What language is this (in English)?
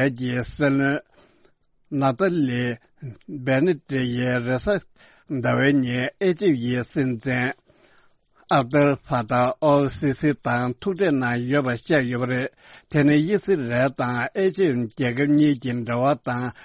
Tibetan